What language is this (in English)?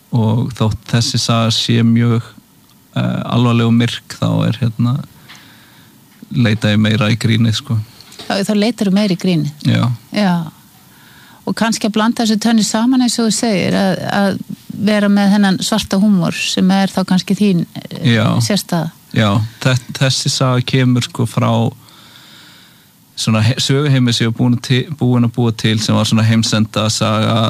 Icelandic